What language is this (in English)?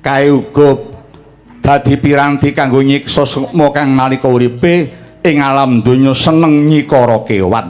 Javanese